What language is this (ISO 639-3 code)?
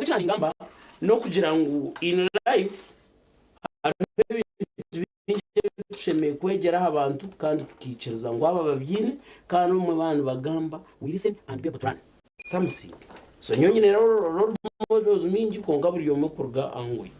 nyn